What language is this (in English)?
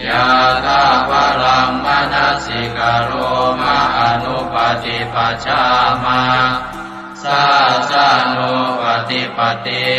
Pali